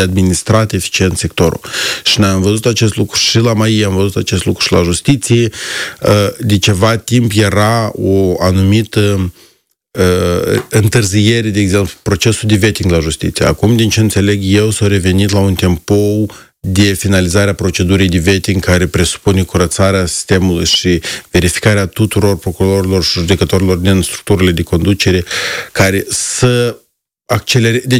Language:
Romanian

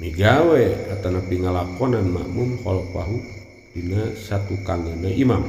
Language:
Sundanese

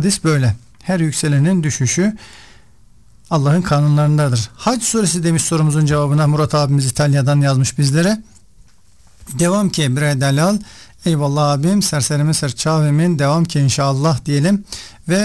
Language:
Turkish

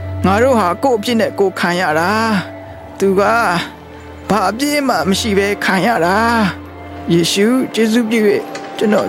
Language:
Burmese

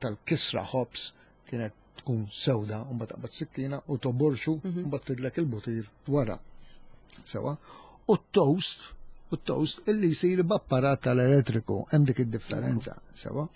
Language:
Maltese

